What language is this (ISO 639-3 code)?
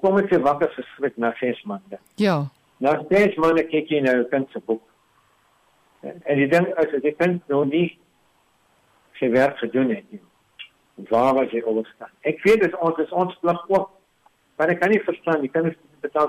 afr